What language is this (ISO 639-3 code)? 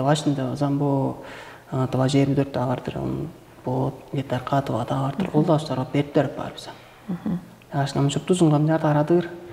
tyv